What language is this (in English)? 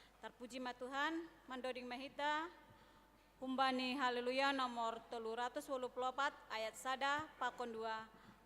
Batak Simalungun